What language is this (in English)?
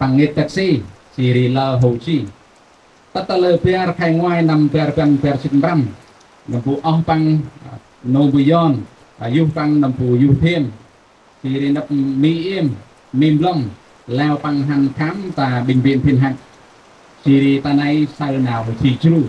Central Mnong